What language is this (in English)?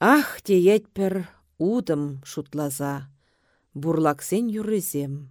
Chuvash